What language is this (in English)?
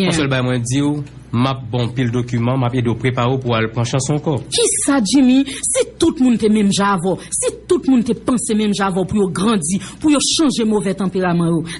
Haitian Creole